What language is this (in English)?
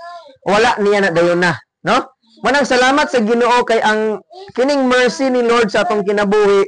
Cebuano